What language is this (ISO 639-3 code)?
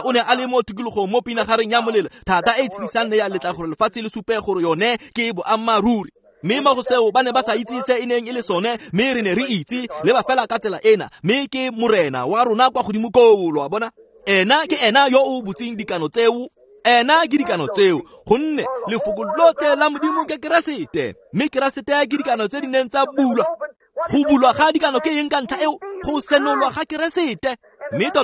tsn